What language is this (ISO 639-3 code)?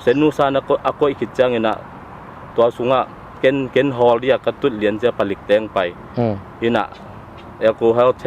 ctd